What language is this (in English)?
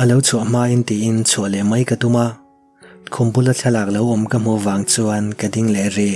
Mizo